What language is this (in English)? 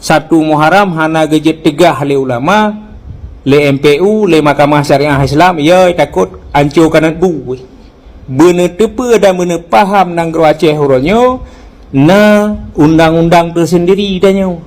Achinese